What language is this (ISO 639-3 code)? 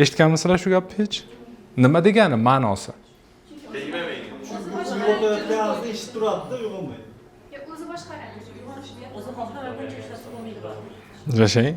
uzb